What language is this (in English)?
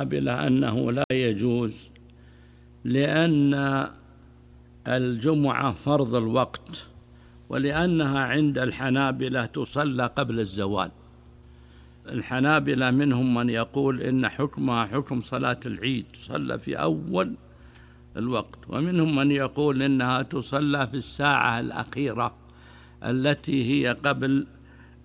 Arabic